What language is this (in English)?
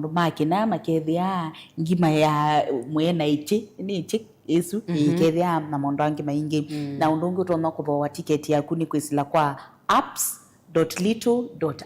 Kamba